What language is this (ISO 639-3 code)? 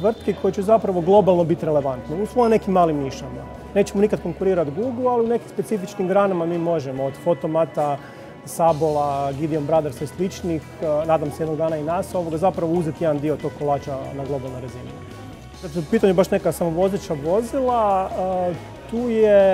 hrv